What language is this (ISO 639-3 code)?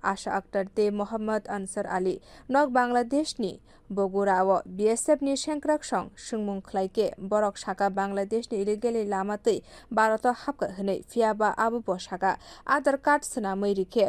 trp